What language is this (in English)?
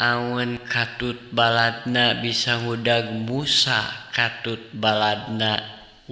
Sundanese